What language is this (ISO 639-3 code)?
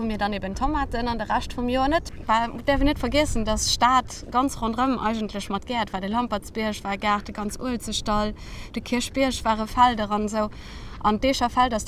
ltz